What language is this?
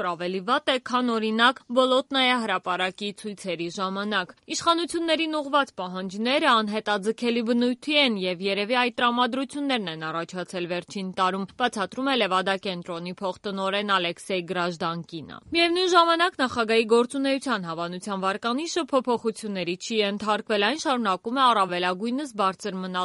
Armenian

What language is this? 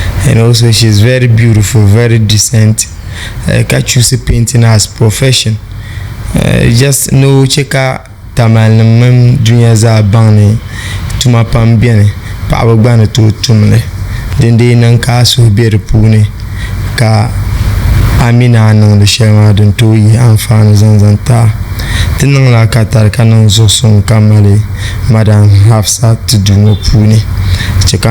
Dagbani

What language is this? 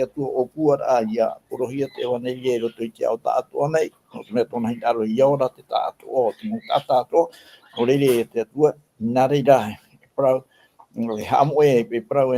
Tahitian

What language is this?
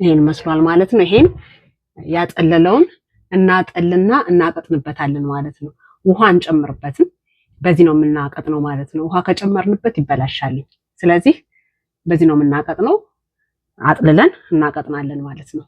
Amharic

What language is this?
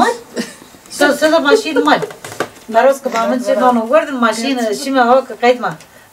Zaza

